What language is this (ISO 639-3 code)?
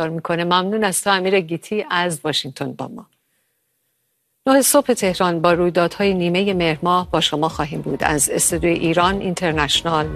fas